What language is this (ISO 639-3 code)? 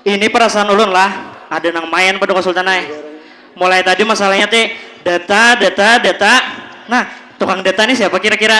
bjn